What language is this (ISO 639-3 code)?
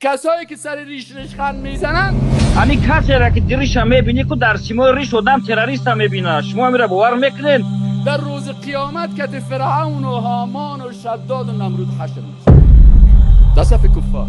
tgk